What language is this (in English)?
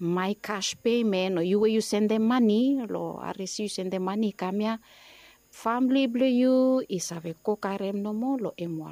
Bislama